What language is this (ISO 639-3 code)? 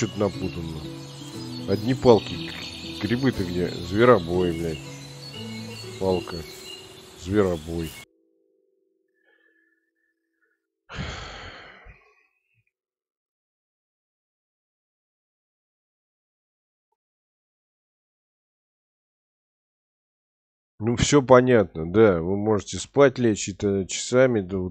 rus